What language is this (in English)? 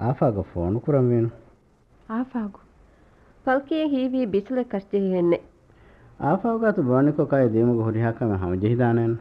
Divehi